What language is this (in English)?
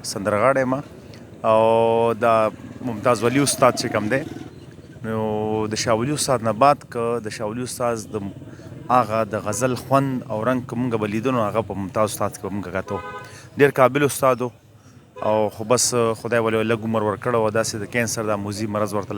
Pashto